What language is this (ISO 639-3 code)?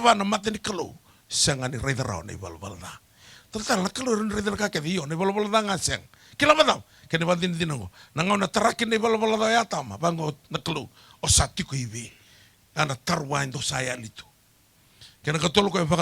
fij